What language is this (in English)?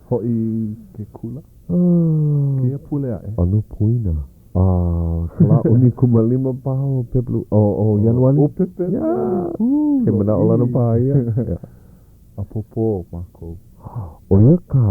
Hawaiian